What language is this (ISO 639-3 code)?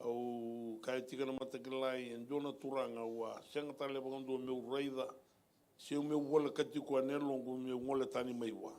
fij